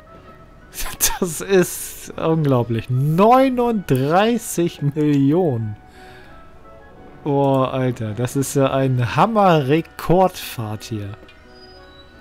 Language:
German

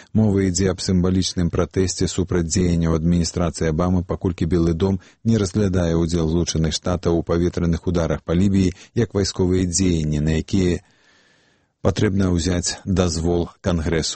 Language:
Belarusian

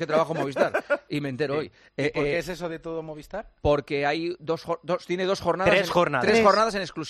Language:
Spanish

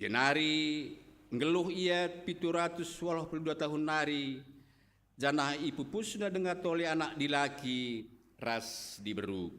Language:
Batak Karo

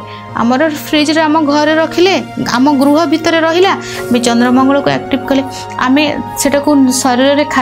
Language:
Odia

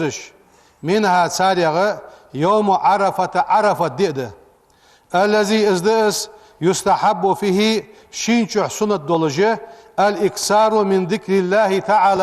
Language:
Ingush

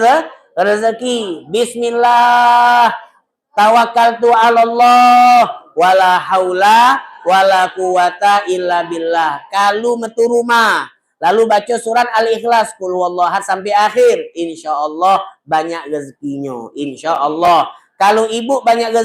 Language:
Musi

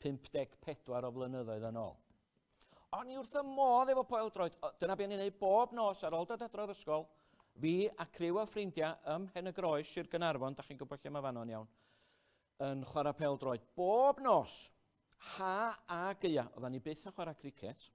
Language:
Welsh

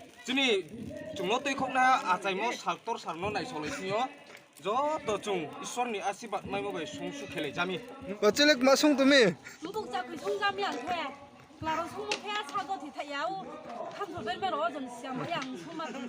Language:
Riang (India)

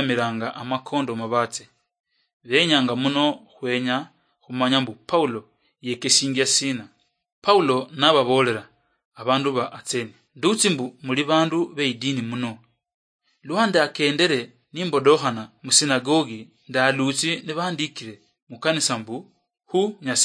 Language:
Luyia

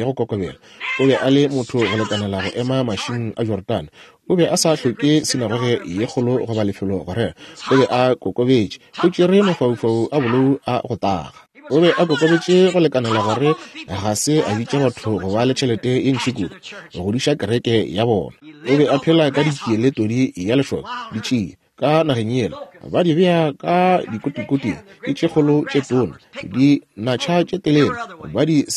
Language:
Northern Sotho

